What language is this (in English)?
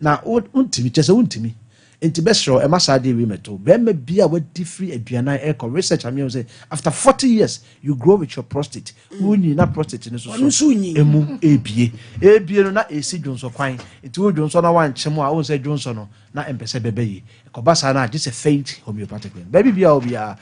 Akan